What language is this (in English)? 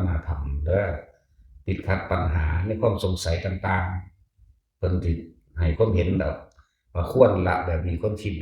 Northeastern Thai